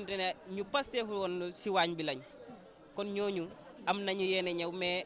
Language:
Wolof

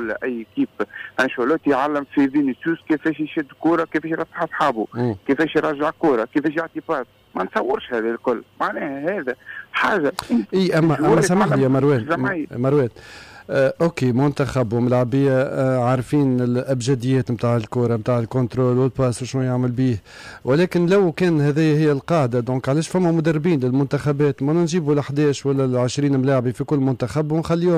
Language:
Tunisian Arabic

